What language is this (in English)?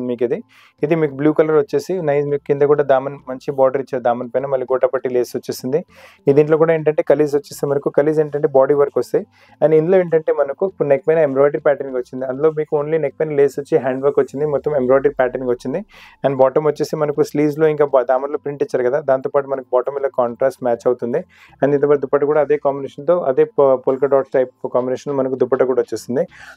Telugu